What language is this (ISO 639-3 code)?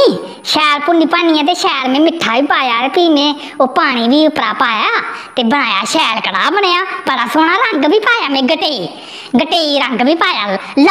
doi